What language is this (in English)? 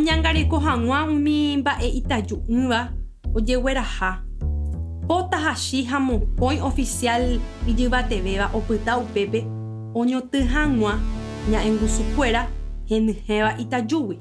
Guarani